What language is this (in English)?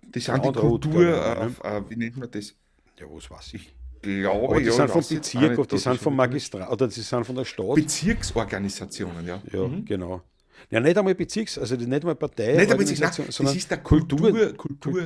Bavarian